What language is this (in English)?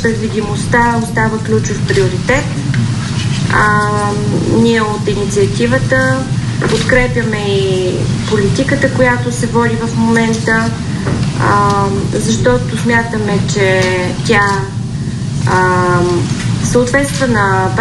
Bulgarian